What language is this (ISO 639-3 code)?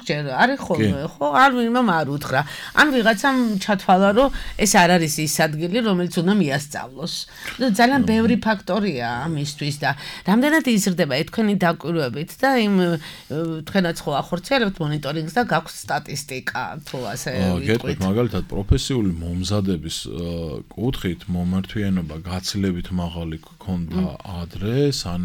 kat